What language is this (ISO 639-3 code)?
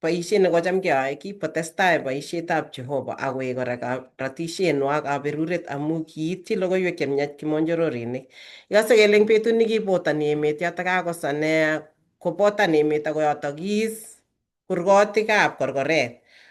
kln